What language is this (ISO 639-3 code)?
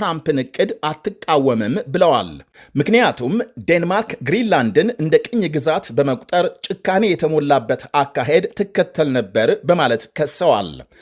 amh